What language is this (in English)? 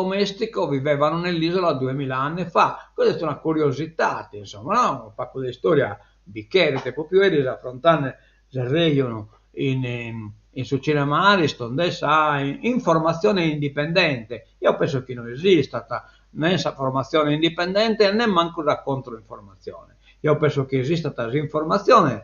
Sardinian